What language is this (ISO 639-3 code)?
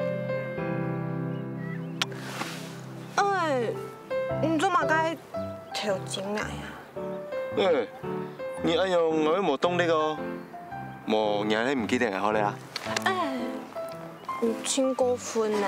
hak